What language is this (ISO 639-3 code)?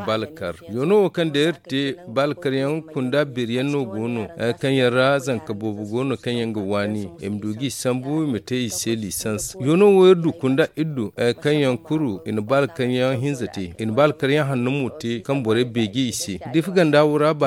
dje